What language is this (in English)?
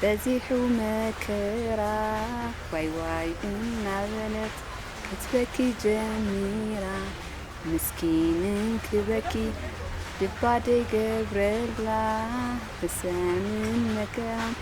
Tigrinya